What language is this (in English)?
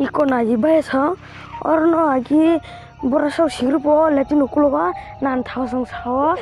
Kok Borok